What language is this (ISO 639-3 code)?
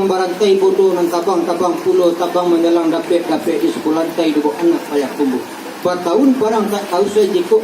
min